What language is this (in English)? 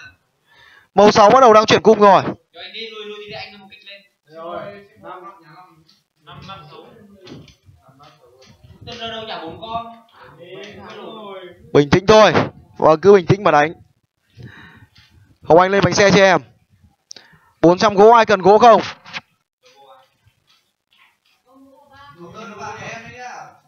Vietnamese